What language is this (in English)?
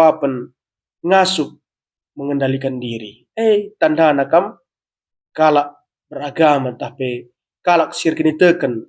Batak Karo